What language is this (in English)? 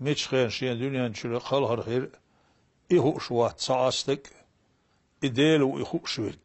Chechen